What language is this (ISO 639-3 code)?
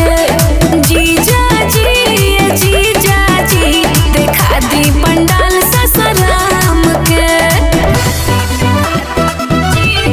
bho